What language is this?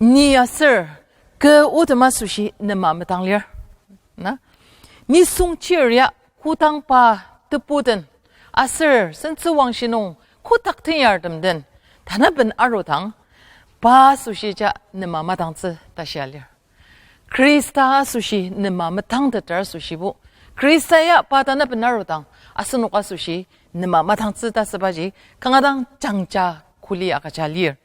Ao Naga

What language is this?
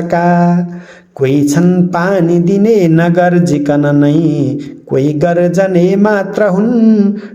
Nepali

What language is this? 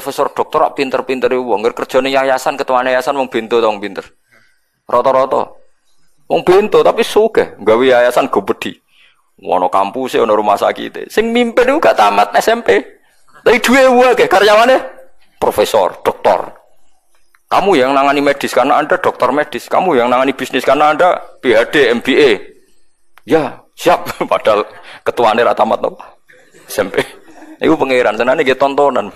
Javanese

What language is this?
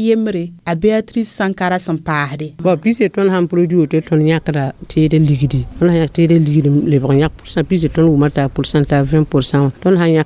Mossi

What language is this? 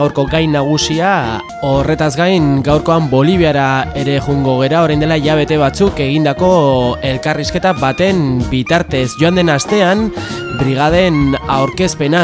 Basque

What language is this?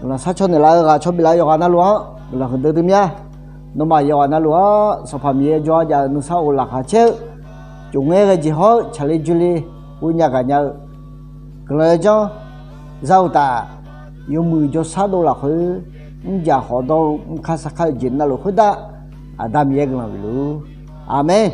Akha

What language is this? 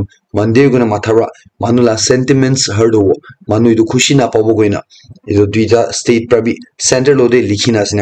Naga Pidgin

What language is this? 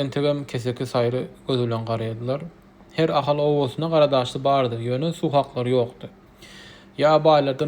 Turkmen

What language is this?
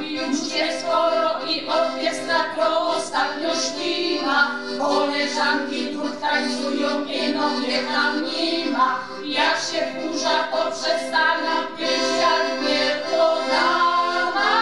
Silesian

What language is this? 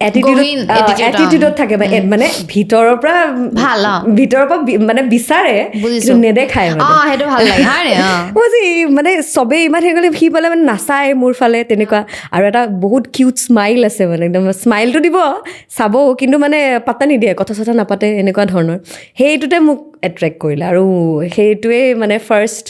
Assamese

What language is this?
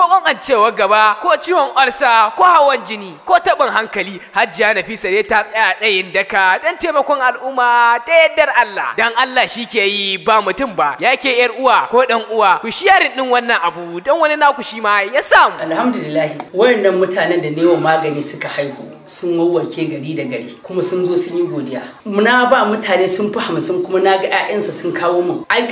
Hausa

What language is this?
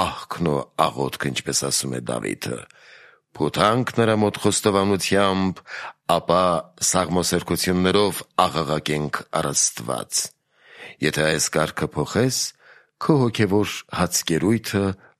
Armenian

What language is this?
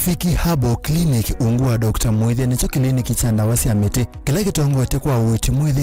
Kamba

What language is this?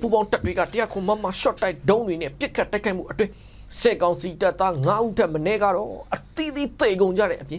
Burmese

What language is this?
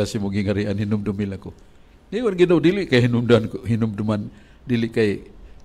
Cebuano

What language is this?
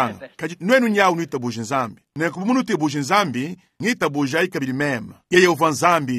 Luba-Lulua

